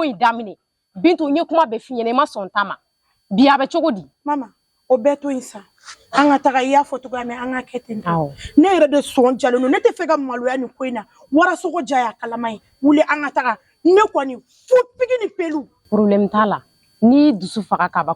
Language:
Bambara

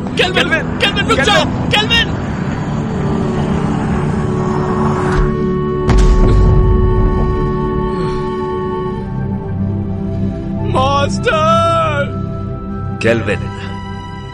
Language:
Hindi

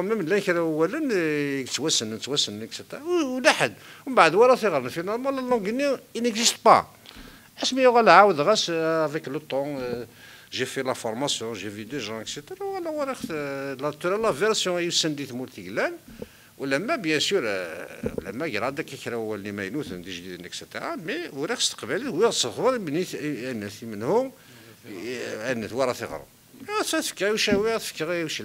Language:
Kabyle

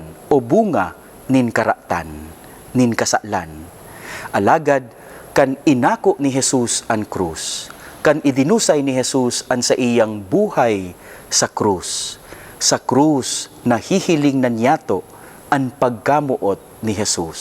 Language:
Bikol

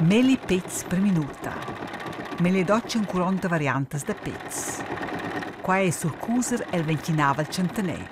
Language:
Romansh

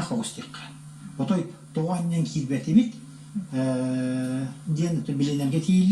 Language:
Yakut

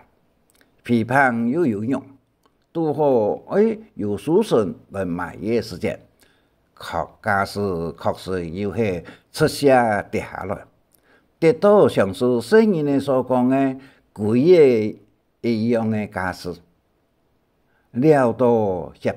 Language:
Hakka Chinese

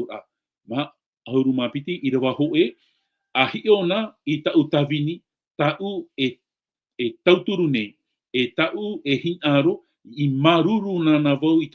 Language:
Tahitian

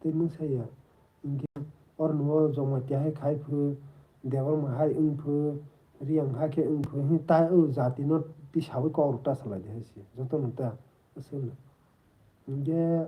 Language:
Kok Borok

